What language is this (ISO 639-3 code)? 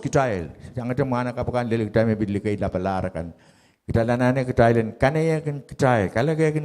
pon